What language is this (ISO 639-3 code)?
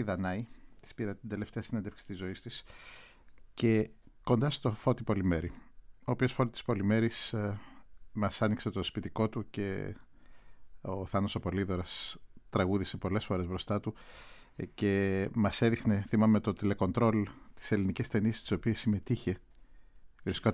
ell